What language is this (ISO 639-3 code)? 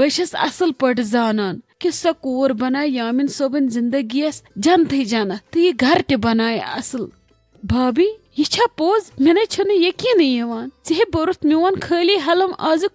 kas